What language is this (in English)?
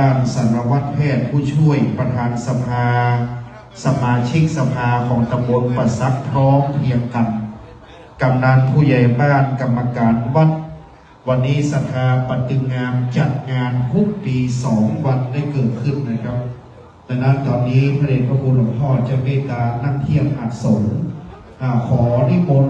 Pali